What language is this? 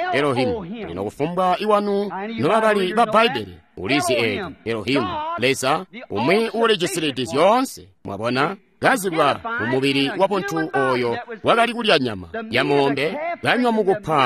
Tonga (Zambia)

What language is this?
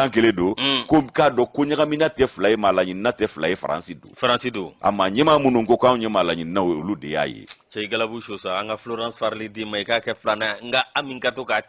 Bambara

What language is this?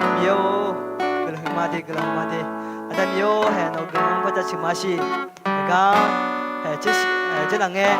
Akha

